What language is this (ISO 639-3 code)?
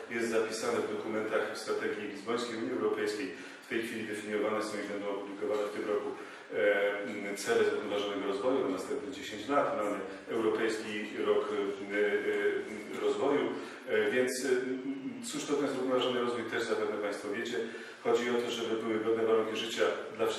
pol